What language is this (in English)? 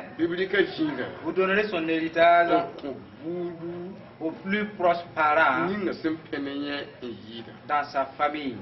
Mossi